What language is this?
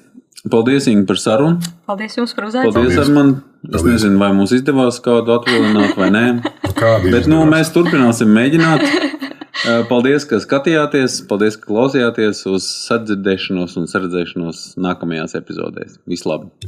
Latvian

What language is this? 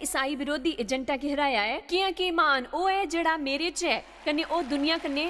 Dogri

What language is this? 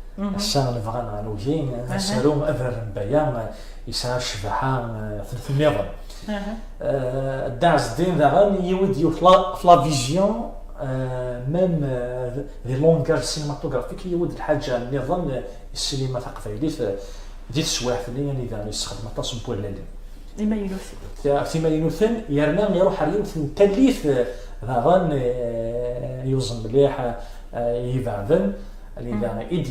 Kabyle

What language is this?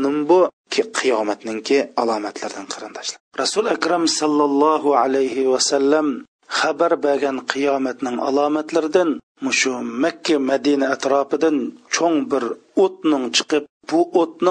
Uyghur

